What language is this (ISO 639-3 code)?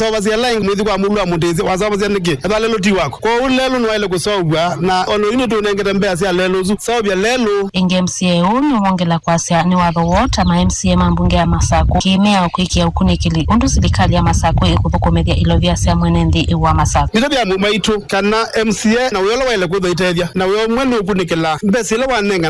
kam